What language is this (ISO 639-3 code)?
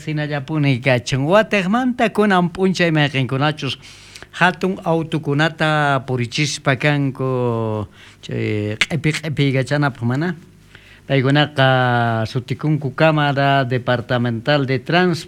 quh